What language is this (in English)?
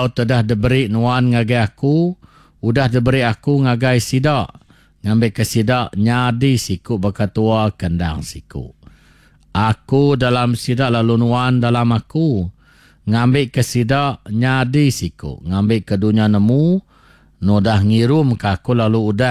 Iban